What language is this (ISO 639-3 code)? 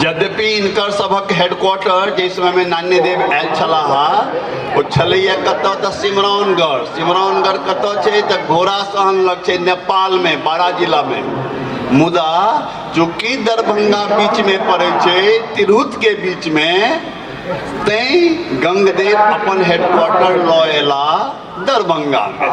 mai